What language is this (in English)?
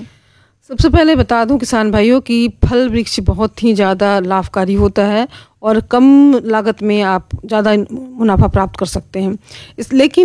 Hindi